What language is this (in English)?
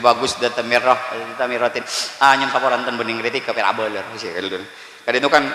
Madurese